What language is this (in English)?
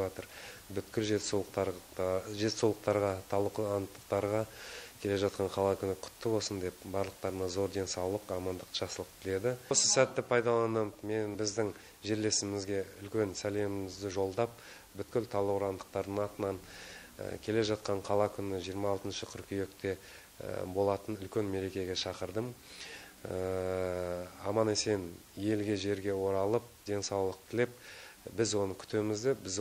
Kazakh